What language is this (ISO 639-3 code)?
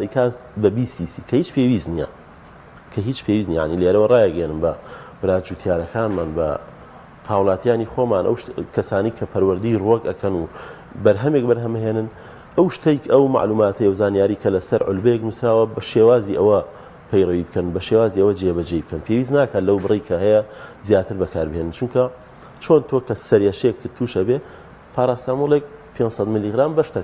ckb